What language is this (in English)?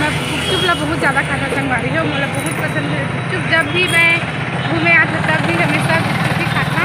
Chhattisgarhi